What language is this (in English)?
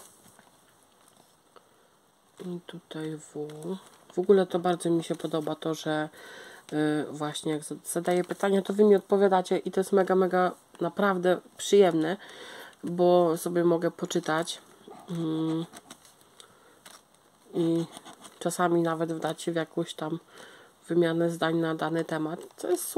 Polish